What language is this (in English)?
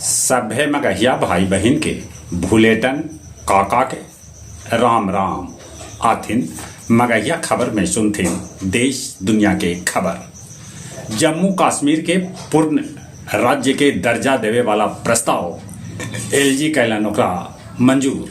Magahi